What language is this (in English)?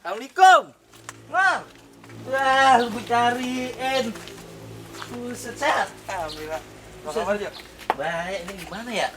Betawi